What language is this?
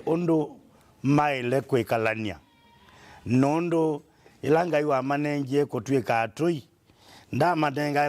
Kamba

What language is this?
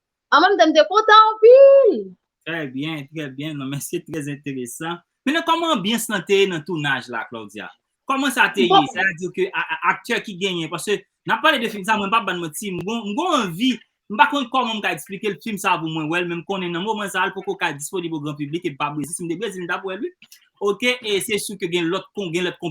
Haitian Creole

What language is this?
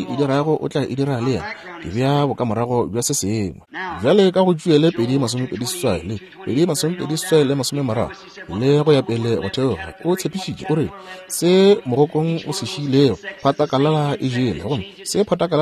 Northern Sotho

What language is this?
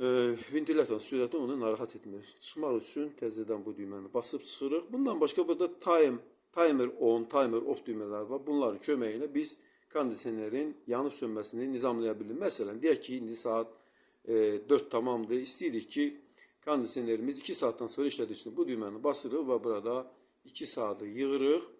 Azerbaijani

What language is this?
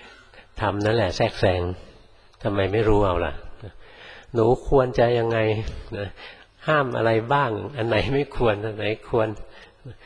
Thai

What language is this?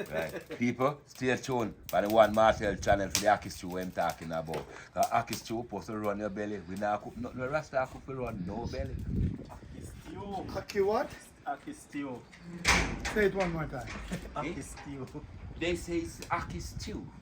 Jamaican Creole English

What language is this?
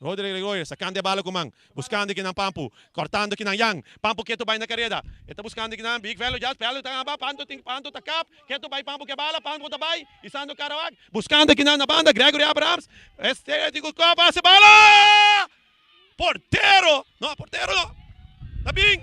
Papiamento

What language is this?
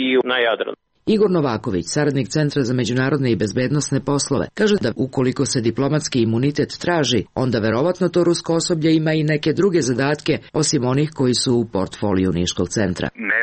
Serbian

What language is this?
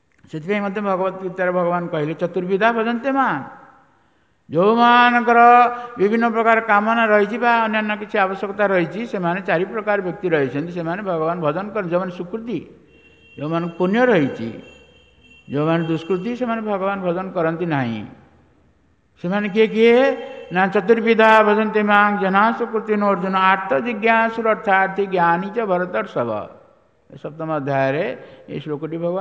Odia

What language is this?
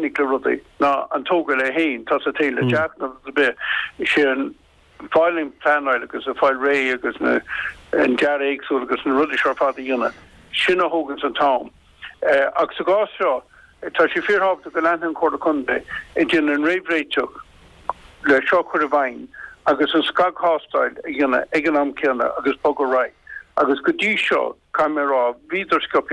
Irish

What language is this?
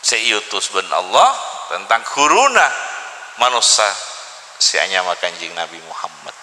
Madurese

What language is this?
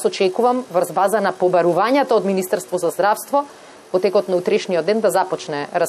Macedonian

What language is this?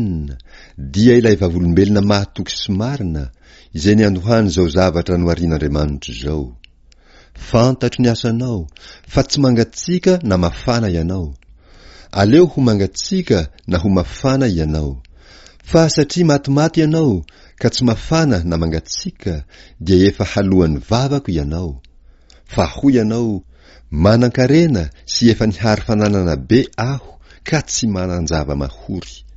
Malagasy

